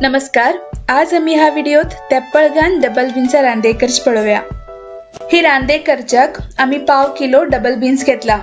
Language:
Konkani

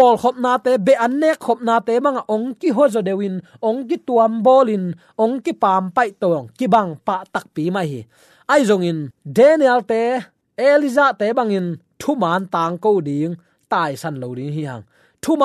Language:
Tedim Chin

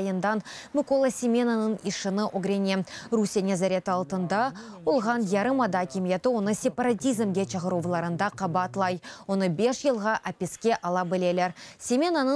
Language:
Crimean Tatar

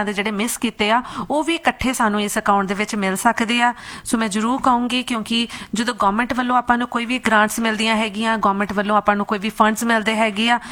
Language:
Punjabi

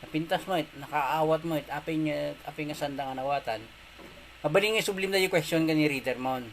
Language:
Iloko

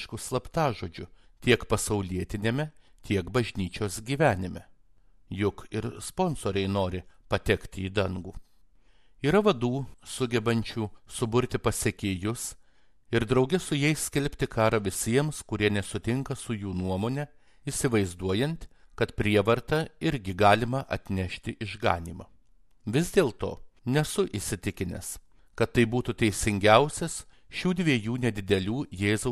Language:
Lithuanian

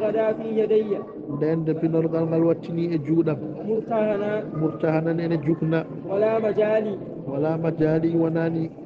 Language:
Fula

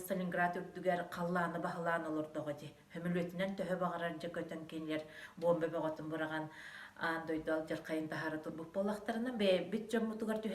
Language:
Yakut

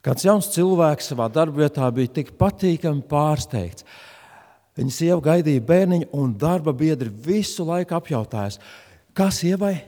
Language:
Latvian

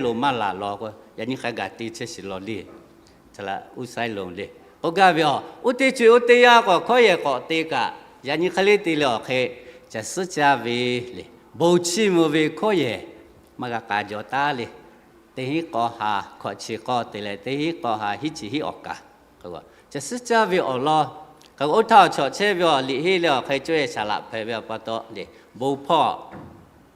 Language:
Lahu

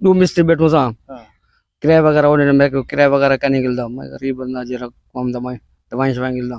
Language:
Saraiki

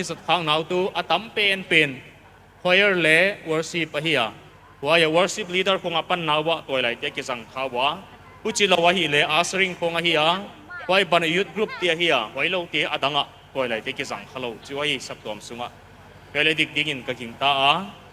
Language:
Paite Chin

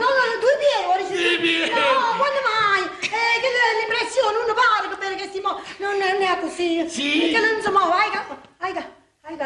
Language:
Neapolitan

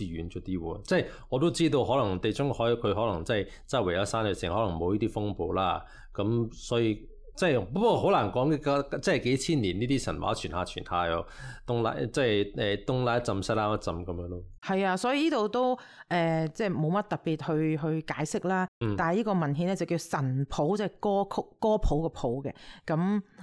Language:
Cantonese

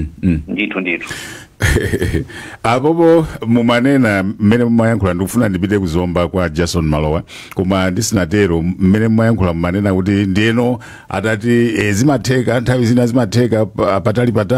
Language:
Nyanja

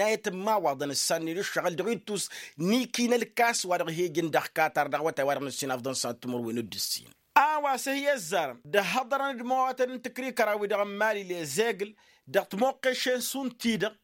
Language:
Tamasheq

